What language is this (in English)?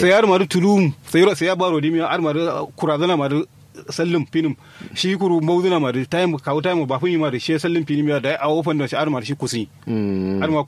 Kanuri